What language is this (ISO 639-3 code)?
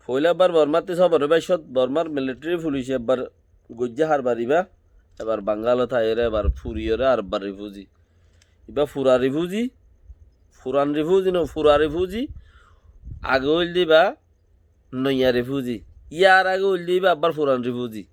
rhg